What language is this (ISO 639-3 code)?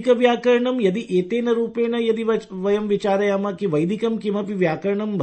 san